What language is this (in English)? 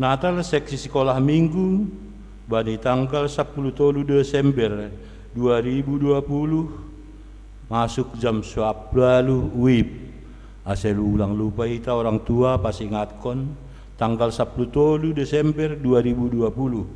Batak Simalungun